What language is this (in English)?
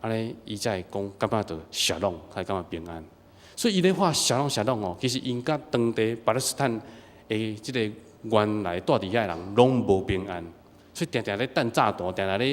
Min Nan Chinese